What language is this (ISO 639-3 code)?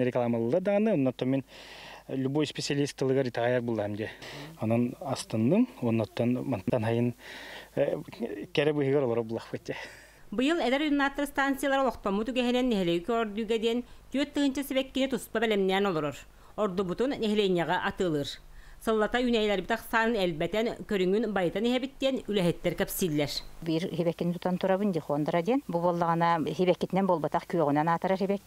sah